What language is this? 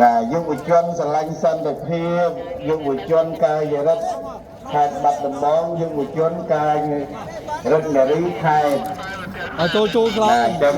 Khmer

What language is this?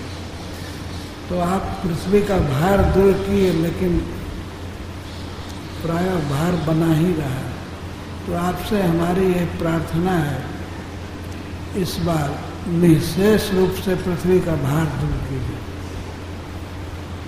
Hindi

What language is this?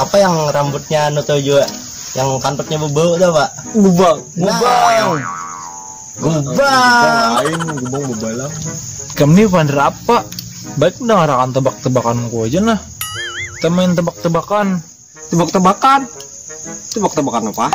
Banjar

